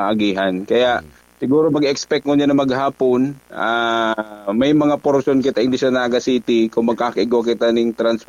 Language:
Bikol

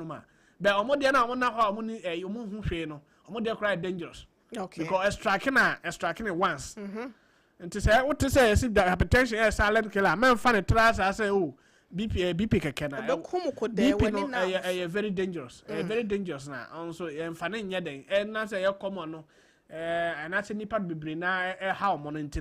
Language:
Akan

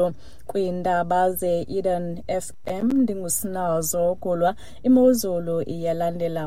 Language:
Xhosa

